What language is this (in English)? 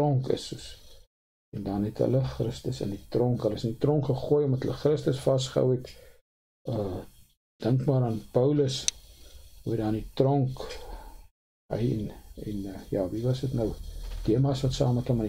Afrikaans